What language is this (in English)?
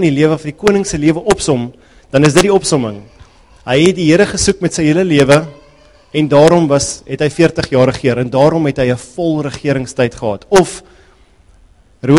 Afrikaans